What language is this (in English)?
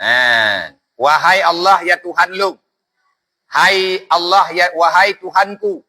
Achinese